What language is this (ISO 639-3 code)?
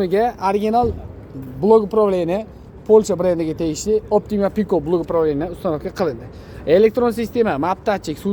uzb